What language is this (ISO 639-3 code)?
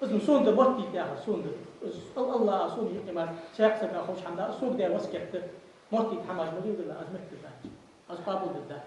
inh